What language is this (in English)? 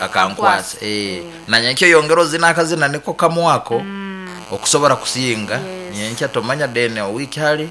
Nyankole